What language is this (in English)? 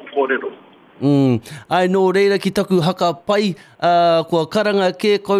Māori